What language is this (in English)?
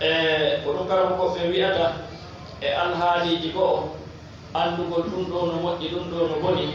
Fula